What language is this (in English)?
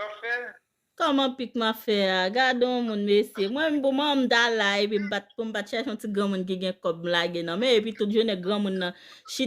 Haitian Creole